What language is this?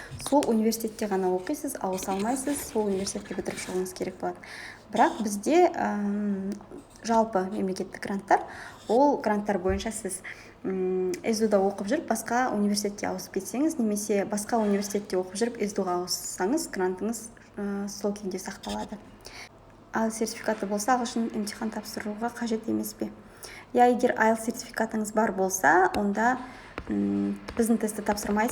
Kazakh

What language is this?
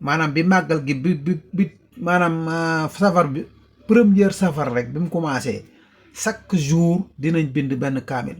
Wolof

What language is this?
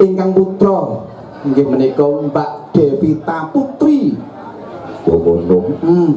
Javanese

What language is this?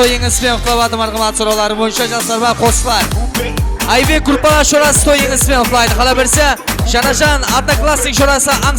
Kara-Kalpak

